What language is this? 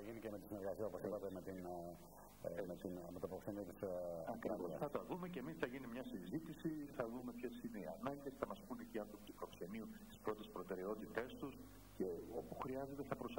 Greek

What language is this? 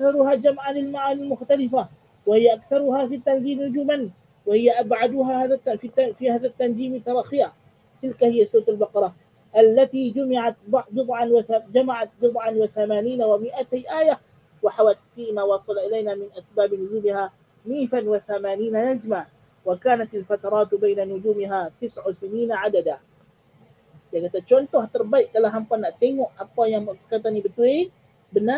Malay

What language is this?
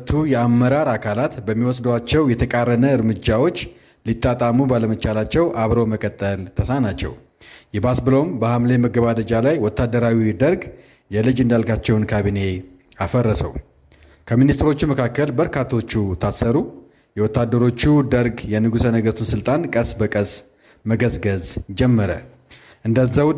Amharic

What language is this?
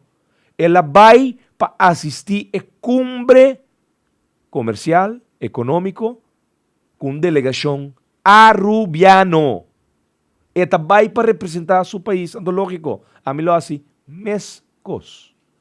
Papiamento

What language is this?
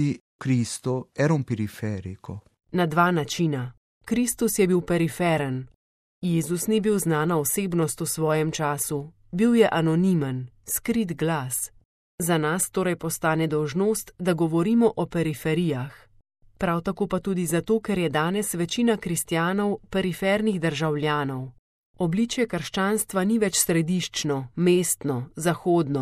Slovenian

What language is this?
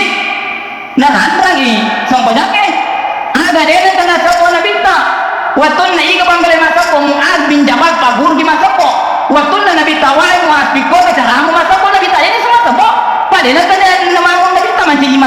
Buginese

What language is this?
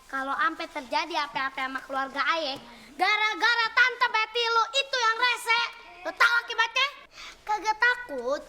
Betawi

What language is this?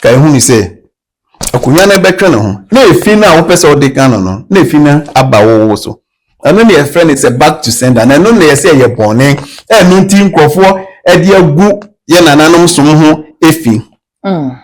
Akan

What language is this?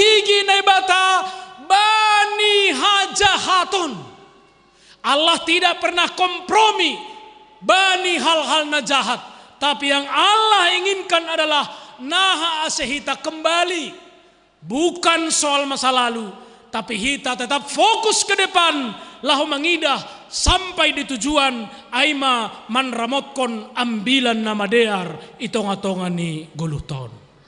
Batak Simalungun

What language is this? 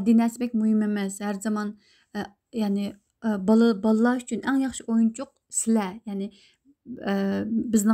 Uyghur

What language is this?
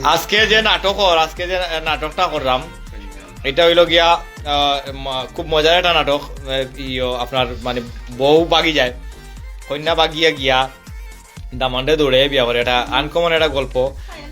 Sylheti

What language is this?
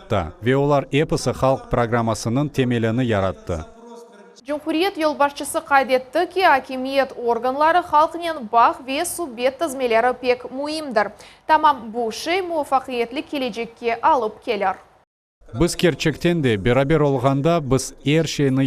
Crimean Tatar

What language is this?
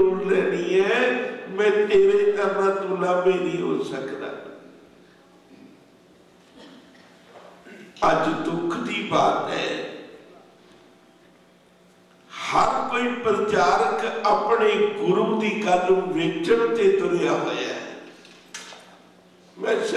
Punjabi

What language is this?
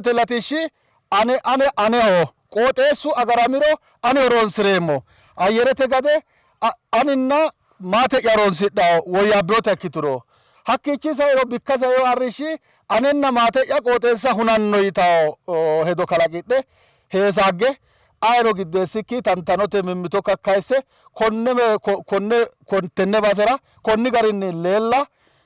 Sidamo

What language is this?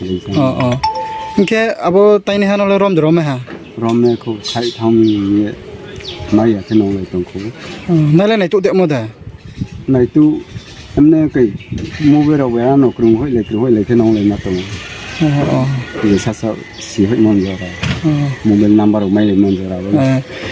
Riang (India)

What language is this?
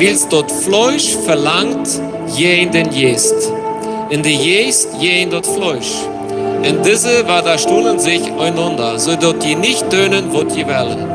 Plautdietsch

